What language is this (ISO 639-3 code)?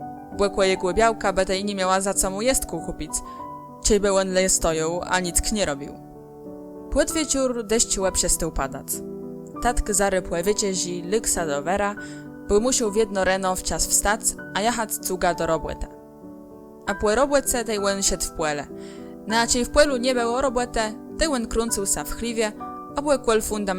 csb